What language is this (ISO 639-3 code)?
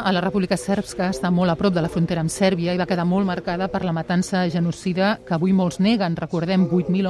cat